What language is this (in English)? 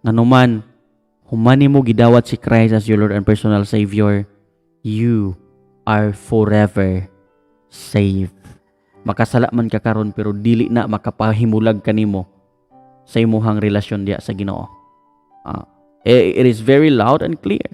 Cebuano